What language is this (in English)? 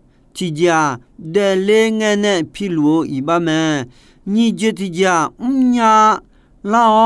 Akha